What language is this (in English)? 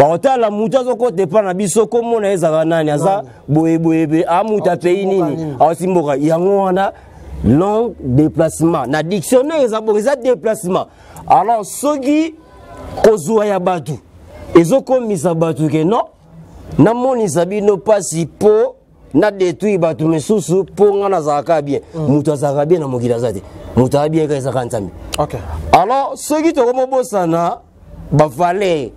Lingala